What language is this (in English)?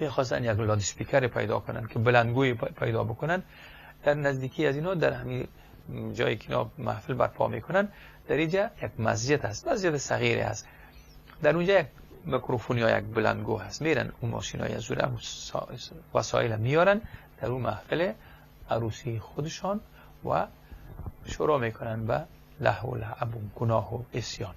Persian